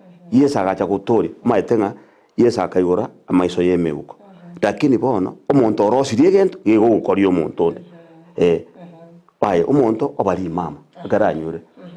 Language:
Gusii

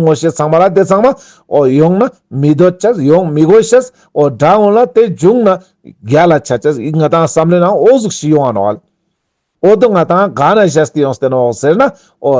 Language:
Ladakhi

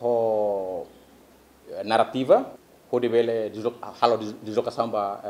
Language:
Tetum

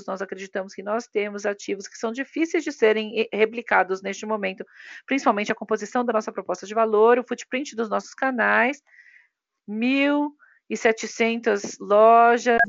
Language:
Portuguese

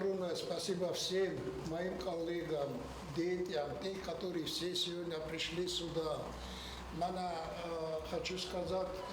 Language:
Ossetic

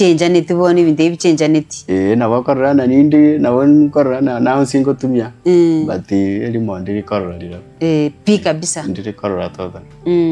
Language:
Gusii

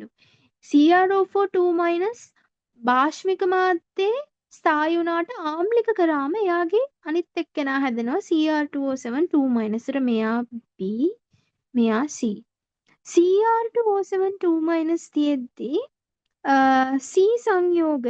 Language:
Sinhala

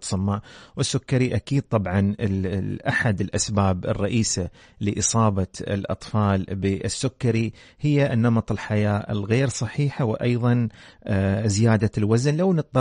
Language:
Arabic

